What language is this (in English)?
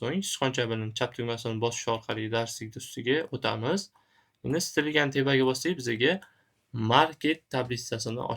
Uzbek